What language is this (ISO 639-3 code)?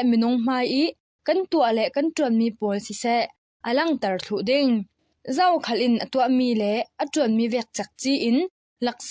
cfm